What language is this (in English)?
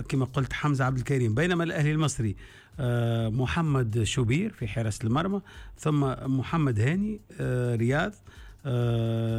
Tunisian Arabic